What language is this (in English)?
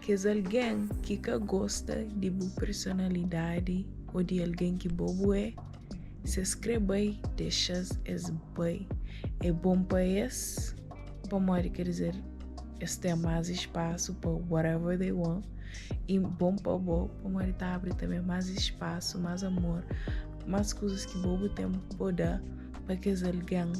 Kabuverdianu